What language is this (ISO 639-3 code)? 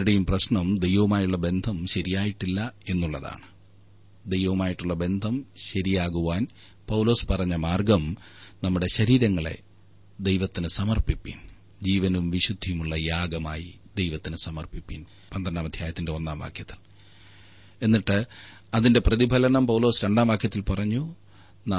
mal